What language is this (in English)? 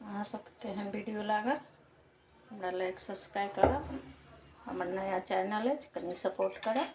Maithili